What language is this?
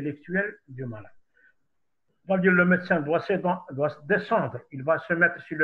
French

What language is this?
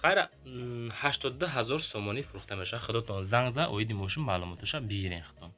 Tajik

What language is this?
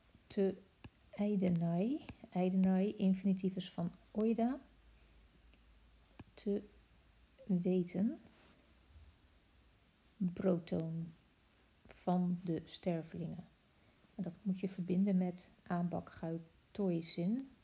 Dutch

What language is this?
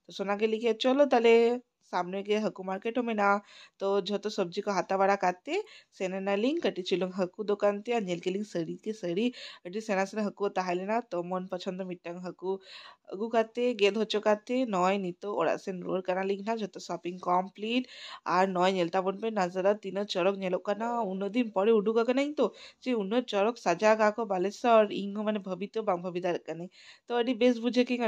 Santali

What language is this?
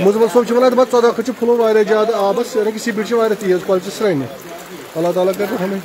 Kashmiri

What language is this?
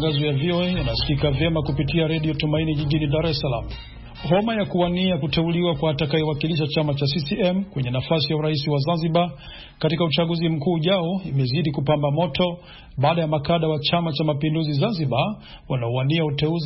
Swahili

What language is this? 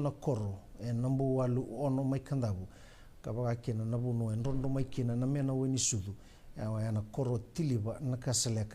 Fijian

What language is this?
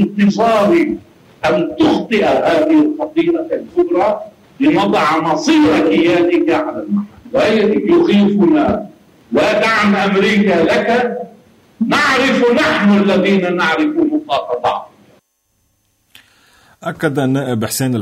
Arabic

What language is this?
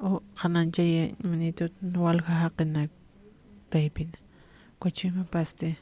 Aymara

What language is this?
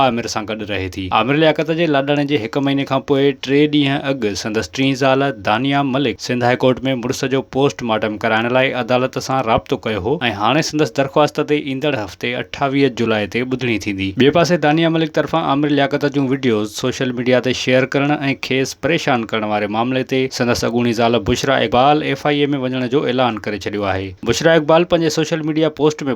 Sindhi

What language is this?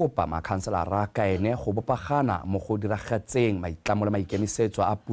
Tswana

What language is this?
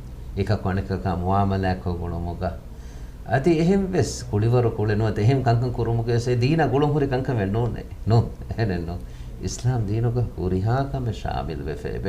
Divehi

